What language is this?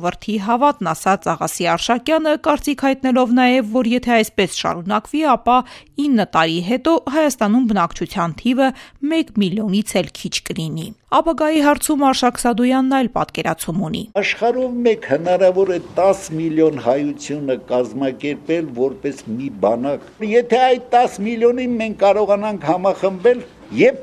Armenian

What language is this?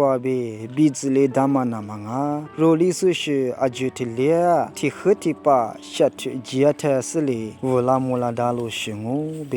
Lisu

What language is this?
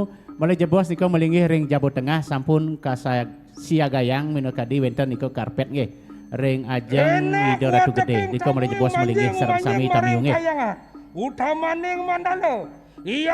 Balinese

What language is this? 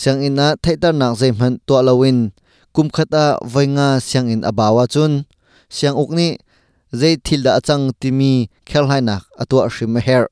Hakha Chin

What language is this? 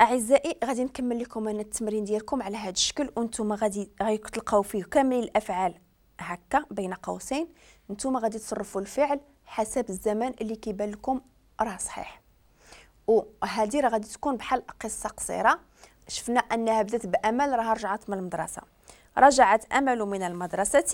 Moroccan Arabic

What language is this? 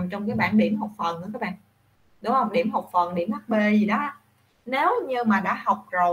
Vietnamese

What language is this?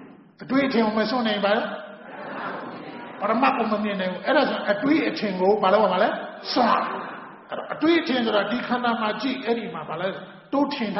Burmese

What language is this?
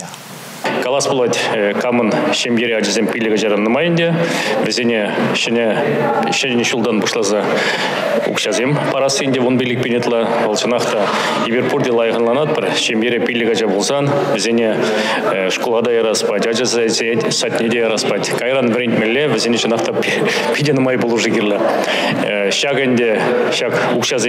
Chuvash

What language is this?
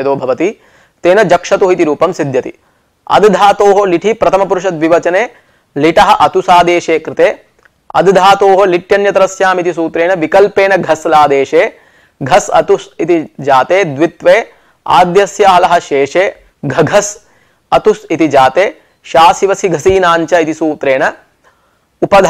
Sanskrit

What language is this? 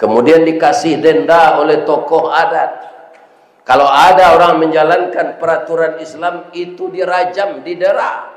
Minangkabau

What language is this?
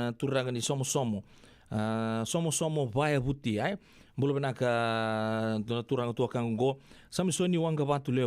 Fijian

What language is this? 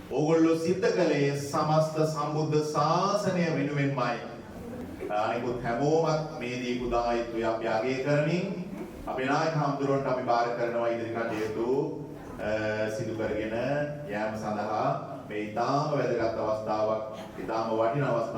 Sinhala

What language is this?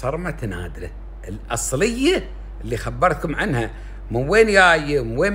Gulf Arabic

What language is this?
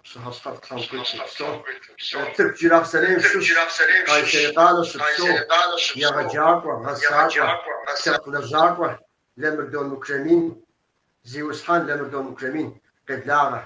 Kabardian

